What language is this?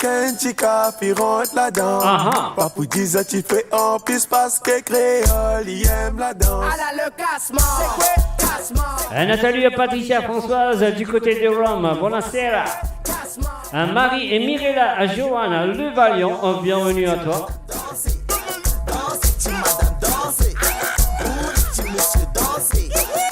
Morisyen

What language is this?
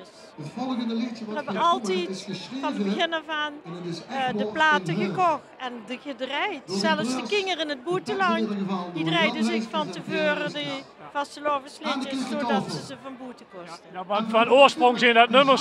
Limburgish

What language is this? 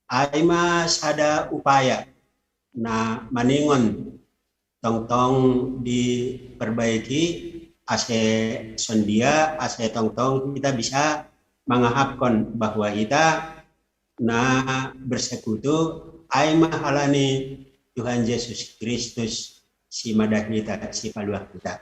Batak Simalungun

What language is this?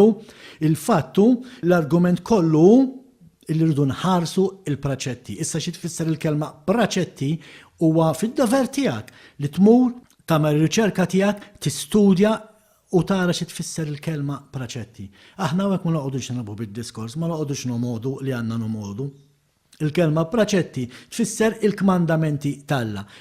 Maltese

